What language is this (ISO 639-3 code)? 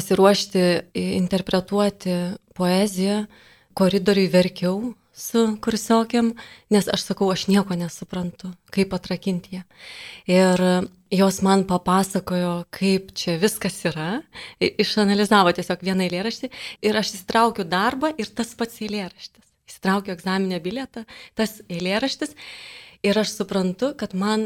lit